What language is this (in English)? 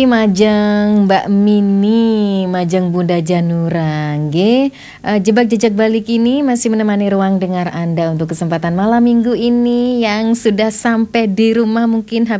Balinese